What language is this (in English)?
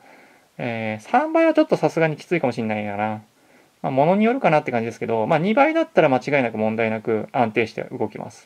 Japanese